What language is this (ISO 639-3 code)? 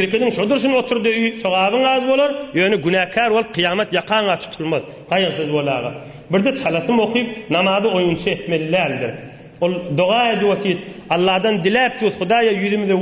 tuk